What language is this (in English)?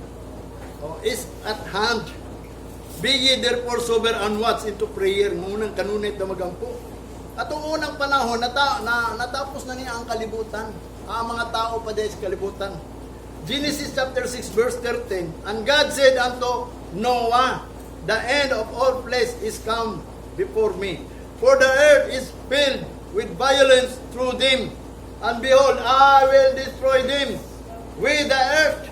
Cebuano